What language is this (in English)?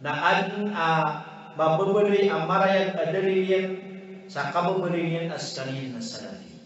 Maranao